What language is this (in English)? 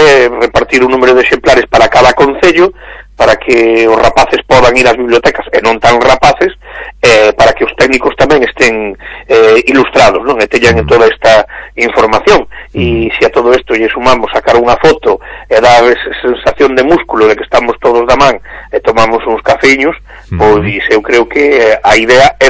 Galician